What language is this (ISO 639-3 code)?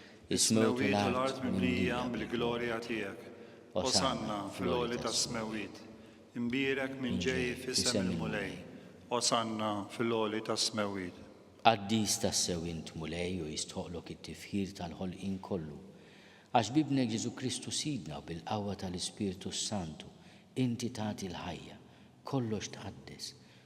mlt